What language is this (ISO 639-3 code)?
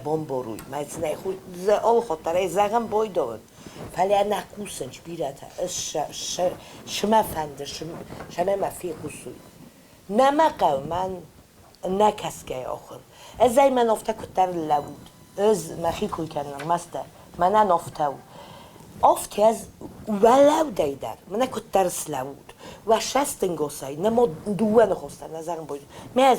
oss